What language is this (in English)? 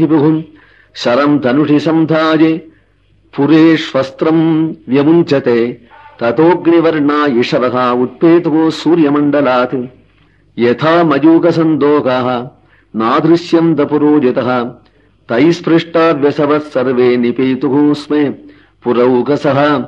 Sanskrit